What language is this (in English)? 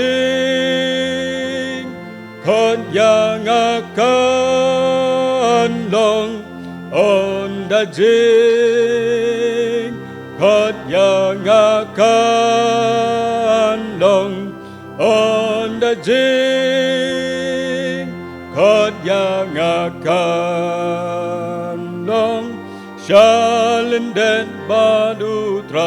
Khasi